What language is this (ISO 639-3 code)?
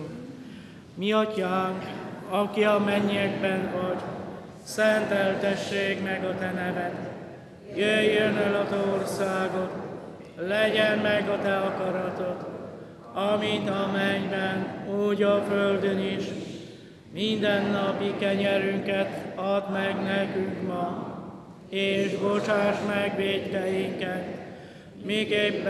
hun